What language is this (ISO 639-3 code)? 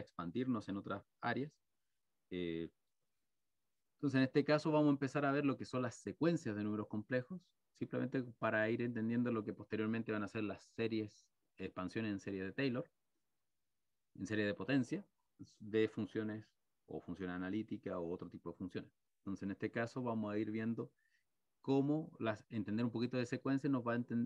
spa